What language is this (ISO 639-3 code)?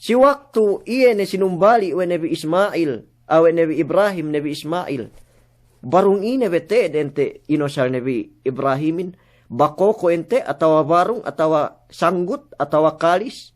yka